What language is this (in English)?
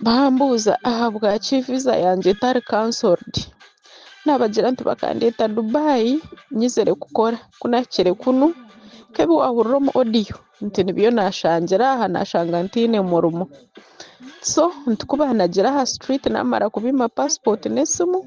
Nyankole